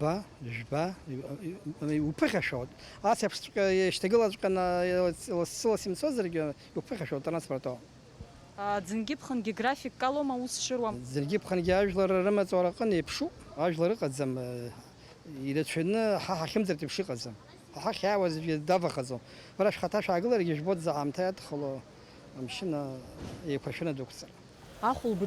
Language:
Abkhazian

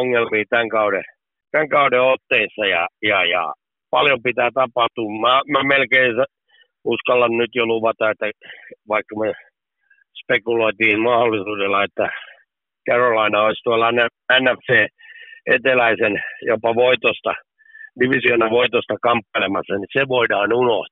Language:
Finnish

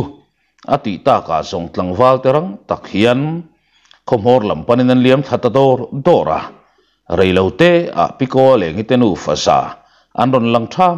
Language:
Mizo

